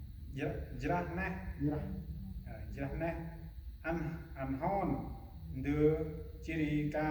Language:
Central Mnong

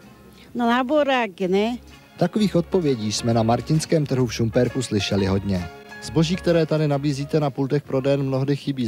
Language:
Czech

